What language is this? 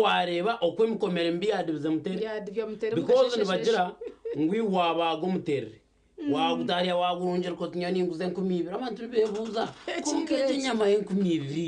Nyankole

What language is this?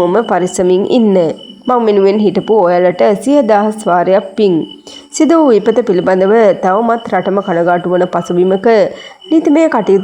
Sinhala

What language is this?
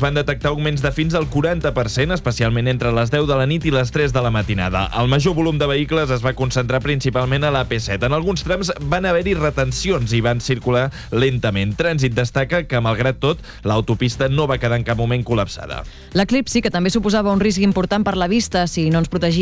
Catalan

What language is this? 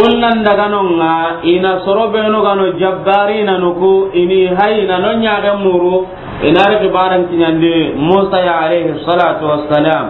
Soninke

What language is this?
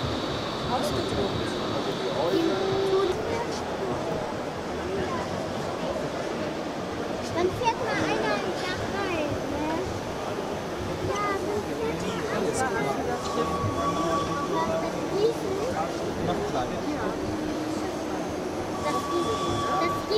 German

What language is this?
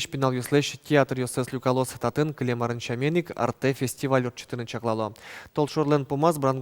Udmurt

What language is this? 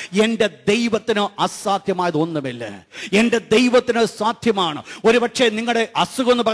Malayalam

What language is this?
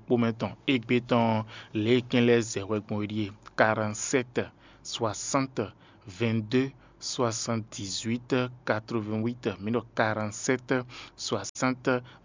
Fon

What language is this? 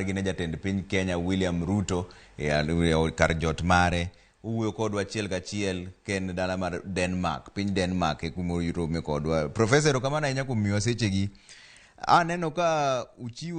Luo (Kenya and Tanzania)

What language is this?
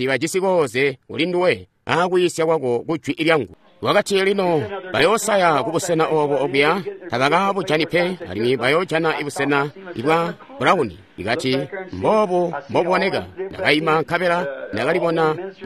Tonga (Zambia)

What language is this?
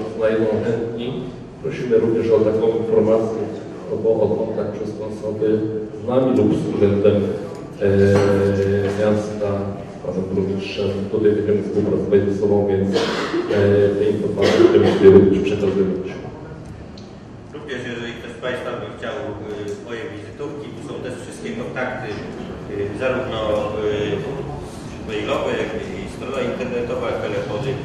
Polish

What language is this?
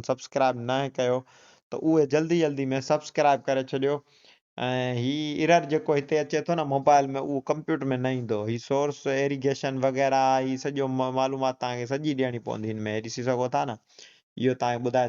Sindhi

